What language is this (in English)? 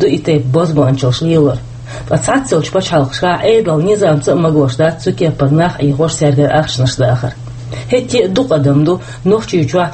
Chechen